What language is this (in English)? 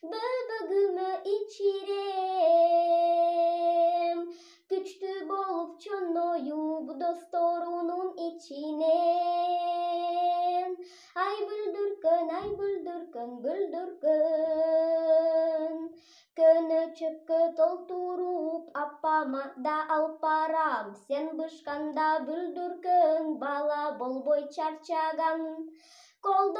Kyrgyz